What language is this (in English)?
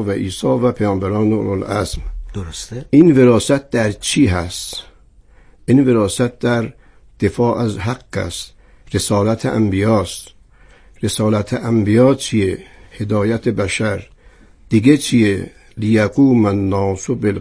Persian